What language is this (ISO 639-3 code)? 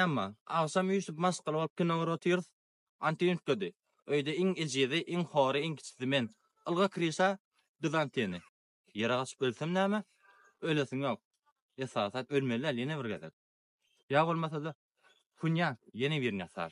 tuk